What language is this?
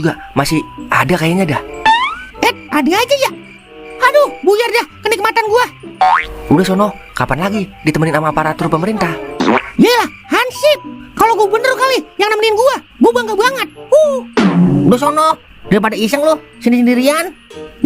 Betawi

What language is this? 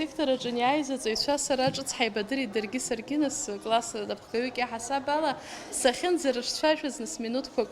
Abkhazian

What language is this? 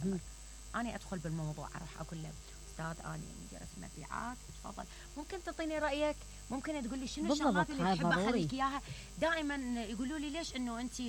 Mesopotamian Arabic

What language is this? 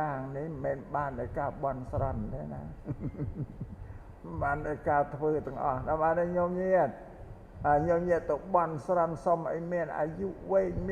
Khmer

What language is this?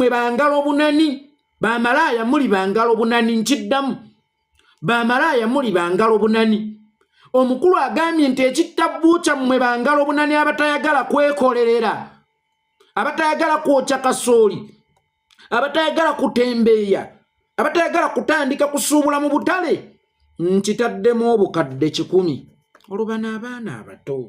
Ganda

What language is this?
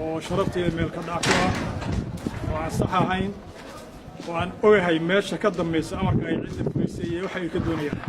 Somali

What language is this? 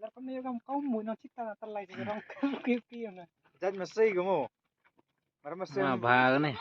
Khasi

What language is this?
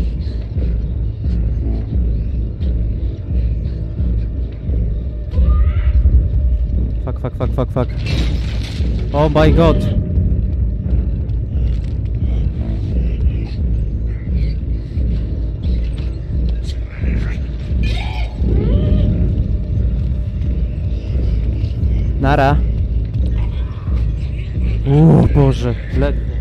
Polish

